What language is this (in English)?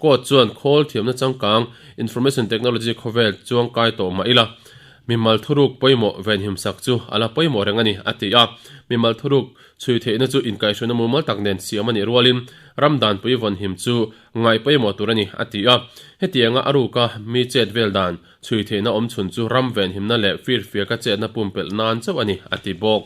Mizo